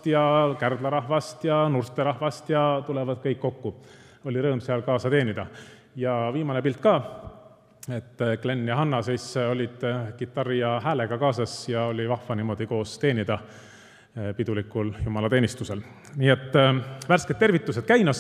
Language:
Estonian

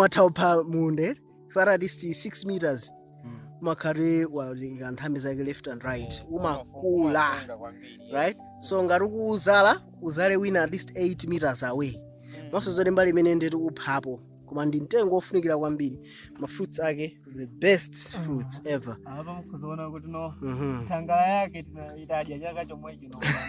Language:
Nyanja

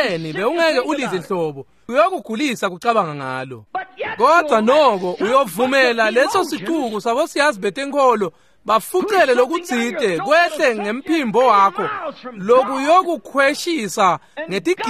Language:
Swati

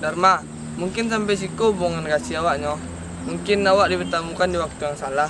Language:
Minangkabau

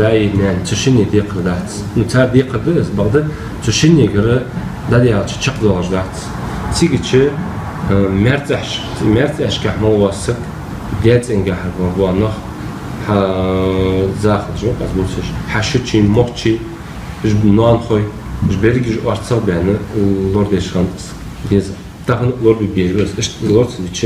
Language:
Ingush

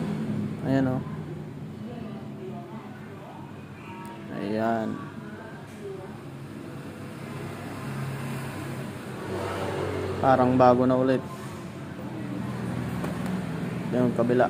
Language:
Filipino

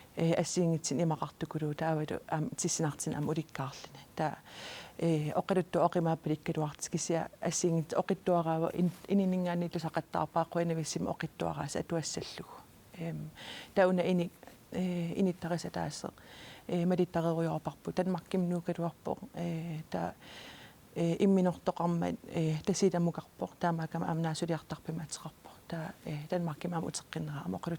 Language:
Kalaallisut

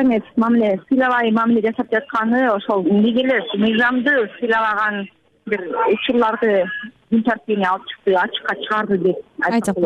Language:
Kyrgyz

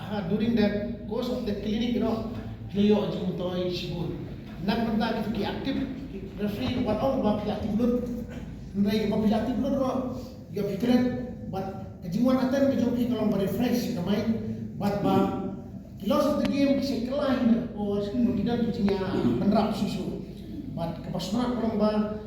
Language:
Khasi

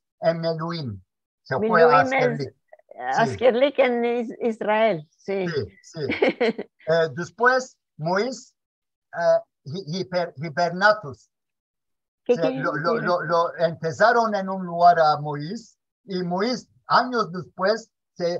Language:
Ladino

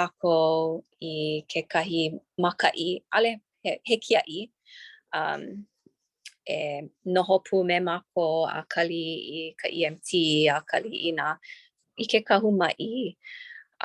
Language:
Hawaiian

